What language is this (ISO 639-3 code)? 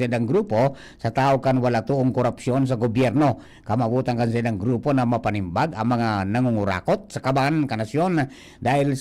bik